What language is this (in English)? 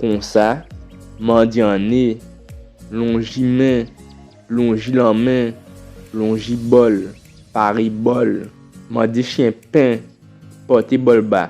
Guadeloupean Creole French